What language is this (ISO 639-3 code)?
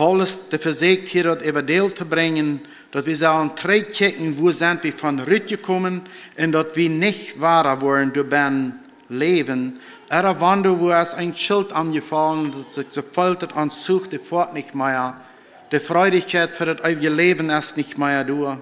pdt